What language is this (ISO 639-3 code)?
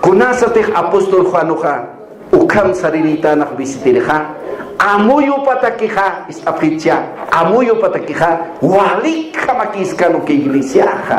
aym